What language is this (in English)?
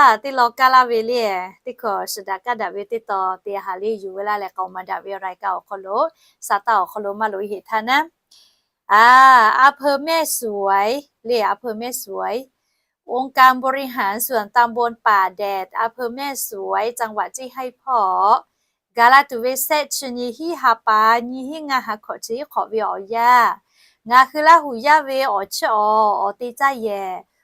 Lahu